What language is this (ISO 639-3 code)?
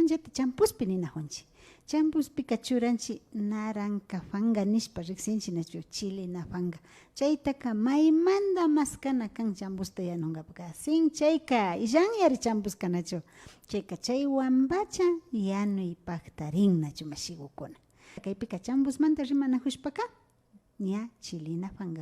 qvi